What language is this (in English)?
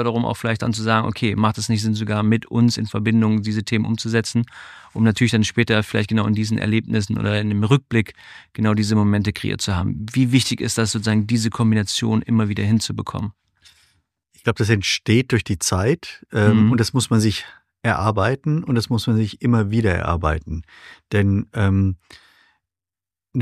German